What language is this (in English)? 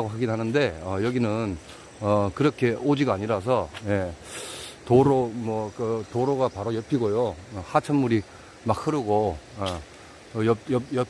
Korean